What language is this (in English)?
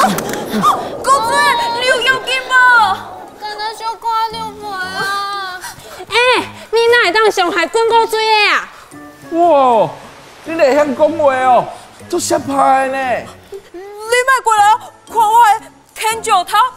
Min Nan Chinese